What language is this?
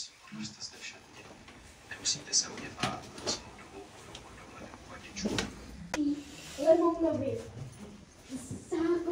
Czech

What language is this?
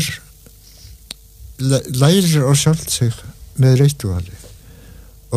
Icelandic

